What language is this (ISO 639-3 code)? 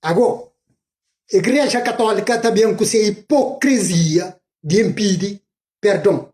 kea